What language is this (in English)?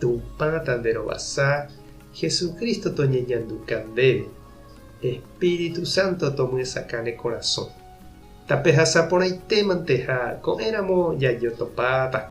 Guarani